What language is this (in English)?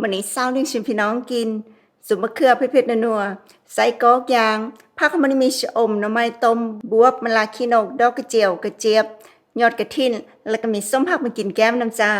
Northeastern Thai